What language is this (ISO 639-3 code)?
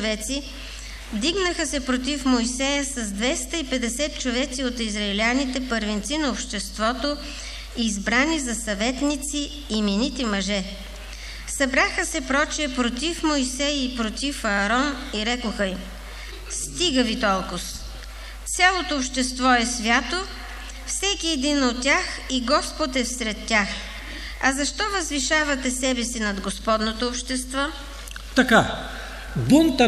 bul